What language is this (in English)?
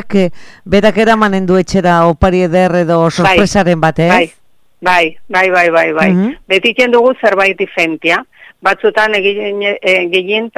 Basque